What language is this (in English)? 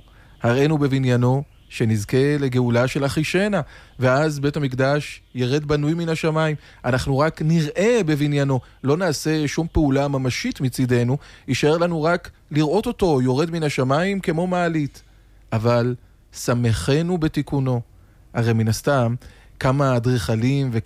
Hebrew